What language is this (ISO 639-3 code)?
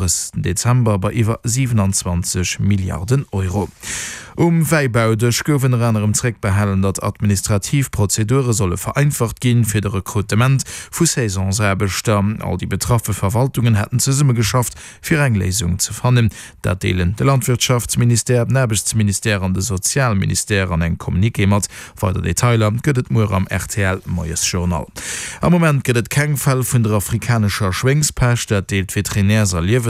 ltz